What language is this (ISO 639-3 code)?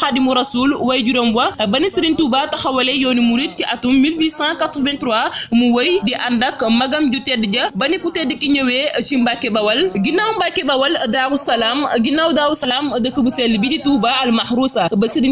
wol